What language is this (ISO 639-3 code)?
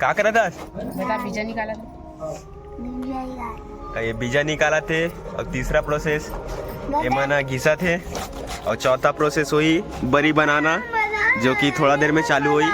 hne